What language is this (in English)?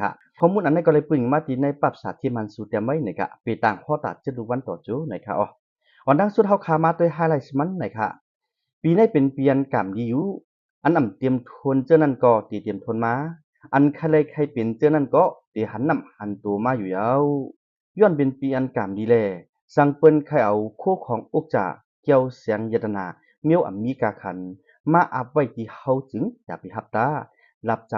Shan